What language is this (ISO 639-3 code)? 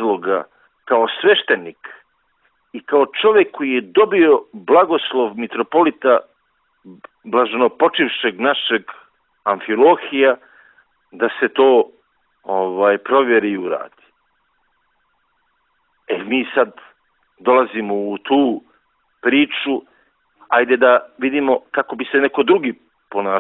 srp